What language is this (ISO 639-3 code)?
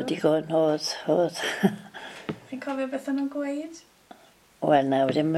cym